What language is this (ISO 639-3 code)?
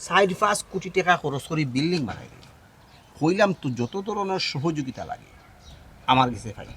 syl